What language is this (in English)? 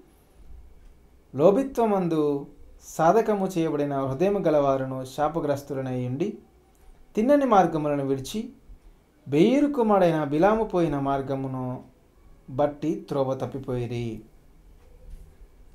Telugu